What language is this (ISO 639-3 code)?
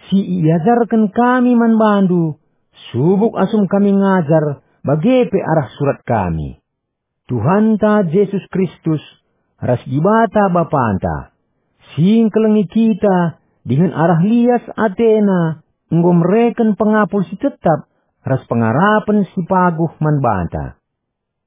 btx